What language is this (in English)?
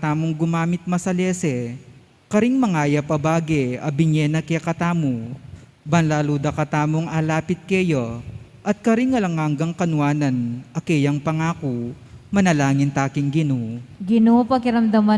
Pampanga